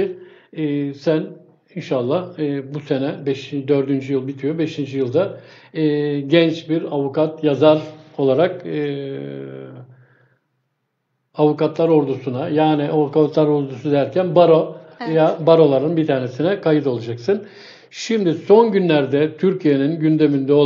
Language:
Turkish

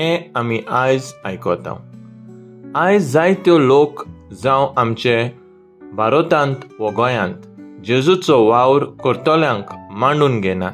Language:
Konkani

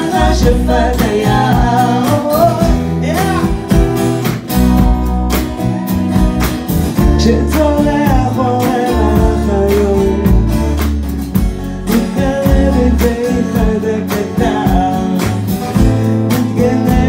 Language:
Hebrew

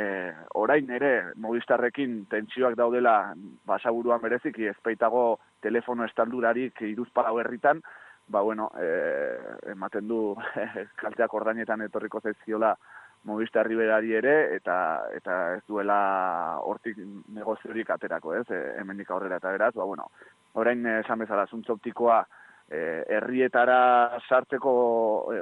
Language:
Basque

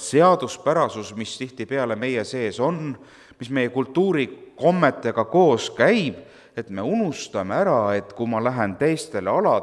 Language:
Estonian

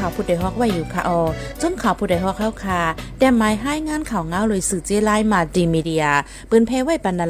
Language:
Shan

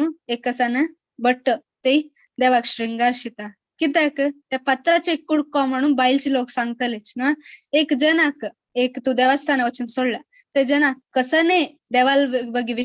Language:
Konkani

